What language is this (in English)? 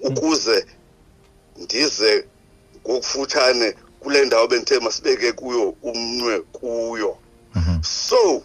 Xhosa